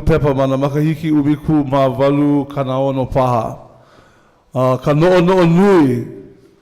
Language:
Hawaiian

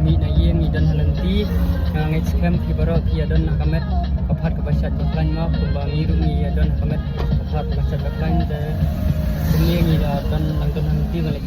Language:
Khasi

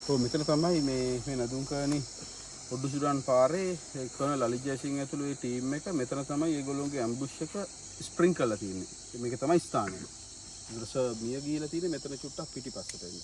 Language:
Sinhala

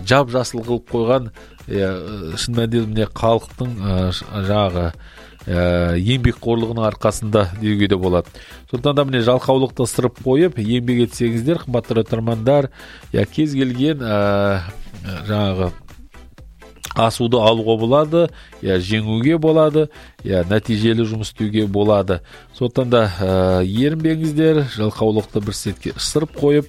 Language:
Kazakh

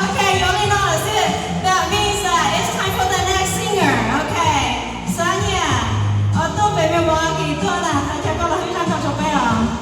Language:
Hmong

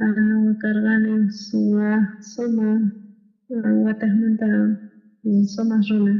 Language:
South Bolivian Quechua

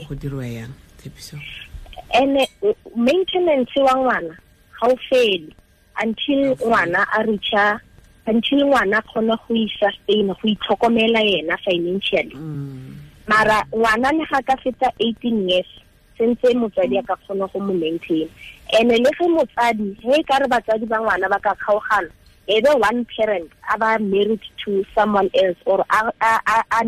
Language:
Tswana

